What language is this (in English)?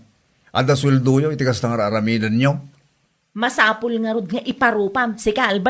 Iloko